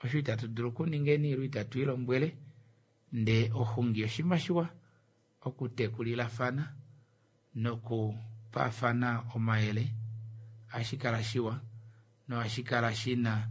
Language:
Kuanyama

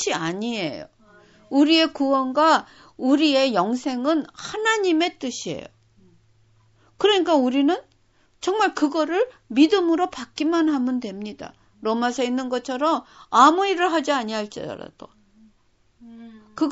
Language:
Korean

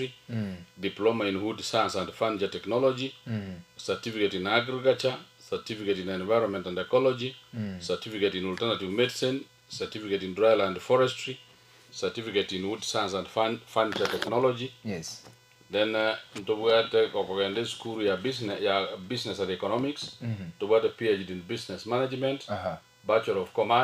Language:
Gusii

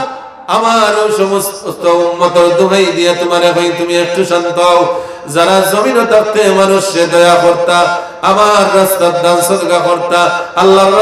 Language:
Sylheti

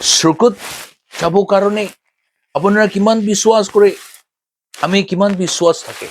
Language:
Naga Pidgin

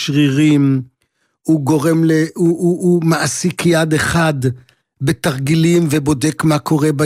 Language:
Hebrew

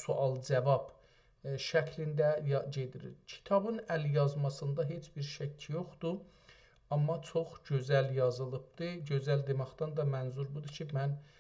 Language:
South Azerbaijani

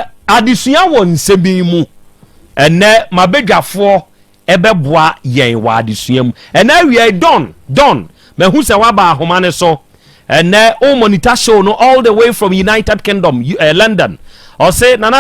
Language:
Akan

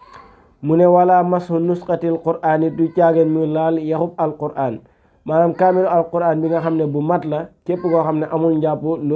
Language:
Wolof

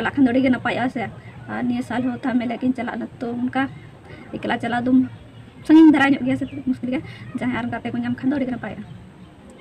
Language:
Santali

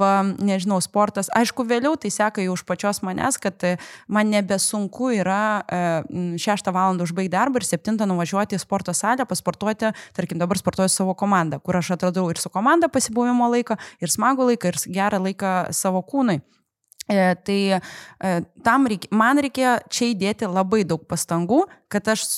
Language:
Lithuanian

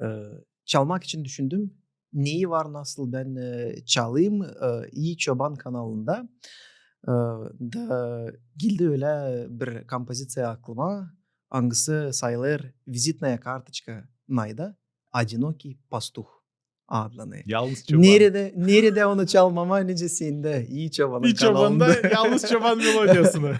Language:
Gagauz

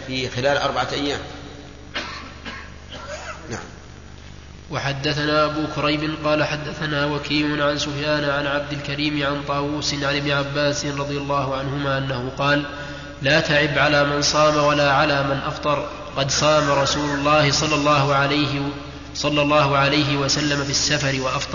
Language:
Arabic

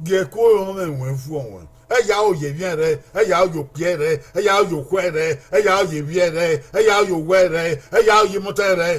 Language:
Bini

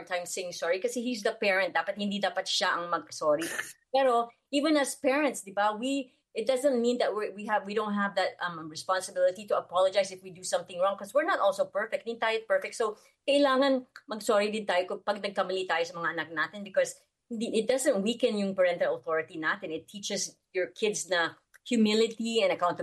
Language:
Filipino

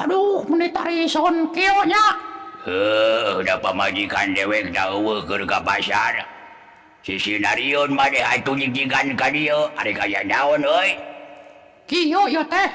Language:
Sundanese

